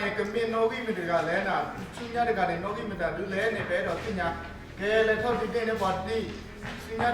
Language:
S'gaw Karen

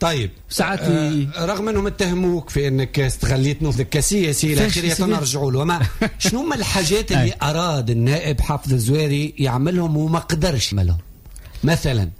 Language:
Tunisian Arabic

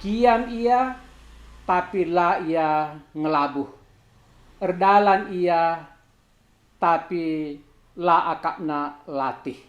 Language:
Batak Karo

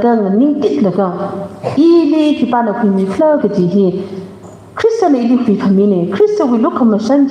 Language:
Tangkhul Naga (India)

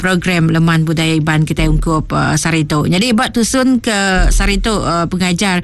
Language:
Iban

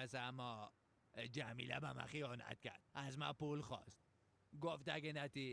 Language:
Persian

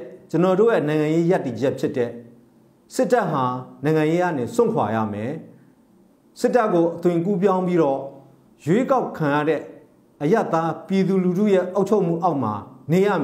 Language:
Burmese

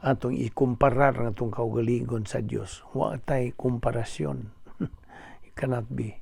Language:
Cebuano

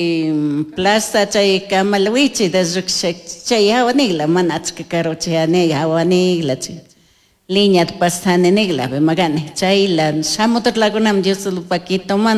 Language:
Chimborazo Highland Quichua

